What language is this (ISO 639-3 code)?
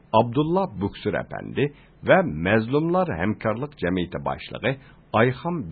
uig